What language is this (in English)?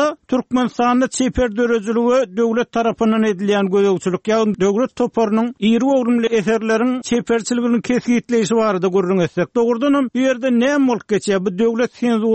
Turkmen